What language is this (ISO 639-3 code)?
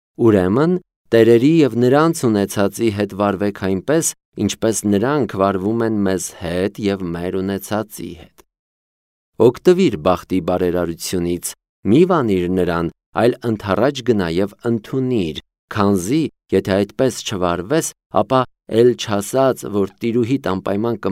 hye